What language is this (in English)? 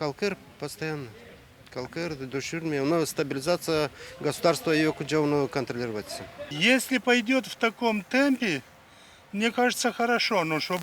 Gagauz